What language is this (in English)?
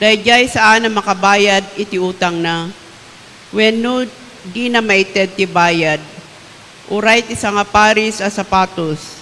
Iloko